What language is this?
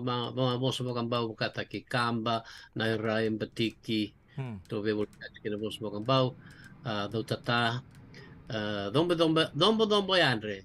Fijian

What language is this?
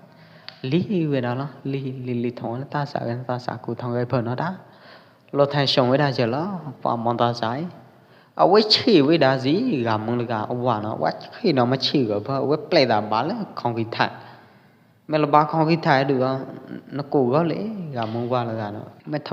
Pwo Eastern Karen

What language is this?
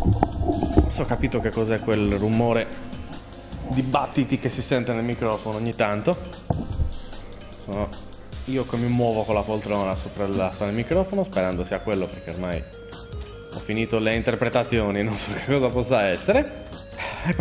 Italian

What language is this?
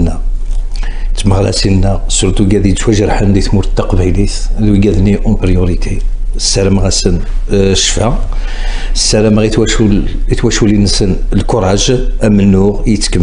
Kabyle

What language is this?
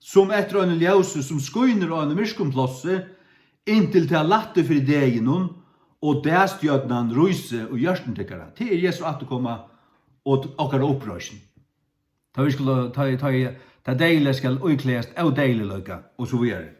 Faroese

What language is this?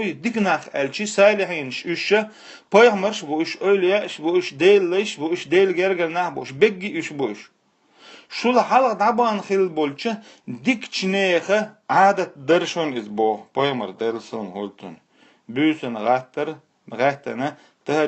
Chechen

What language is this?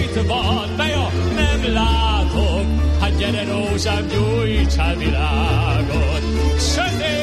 Hungarian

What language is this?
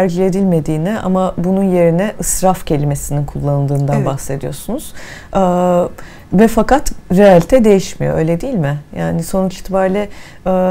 Turkish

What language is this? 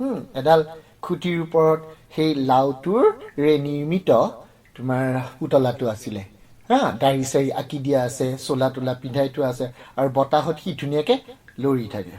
Assamese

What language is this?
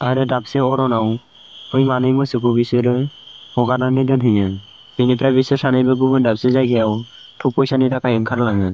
Bodo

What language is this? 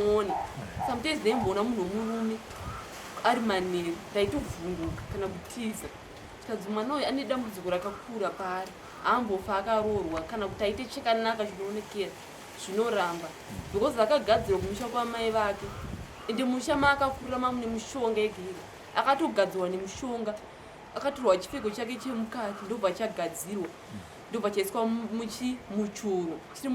Shona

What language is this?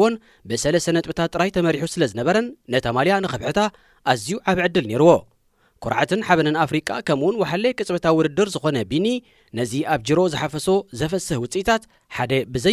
Tigrinya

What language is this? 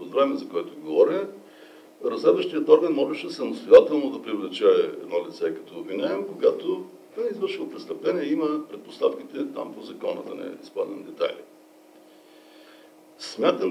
Bulgarian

